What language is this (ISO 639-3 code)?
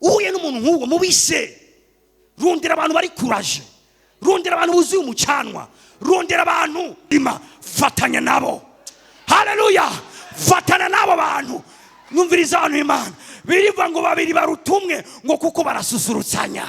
run